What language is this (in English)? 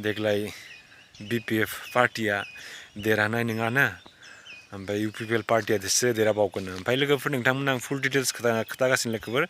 Bodo